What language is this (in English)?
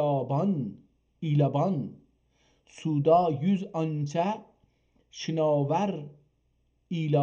South Azerbaijani